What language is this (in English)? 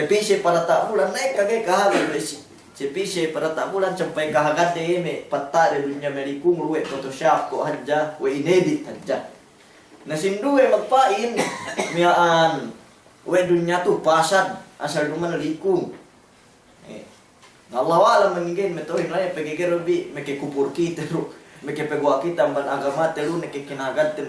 Yakan